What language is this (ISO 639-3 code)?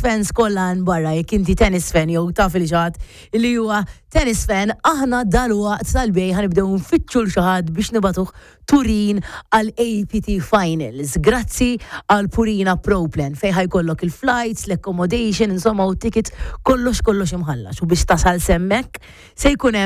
mlt